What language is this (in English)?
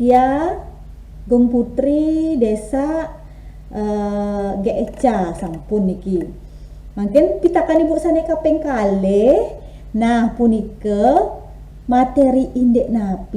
Balinese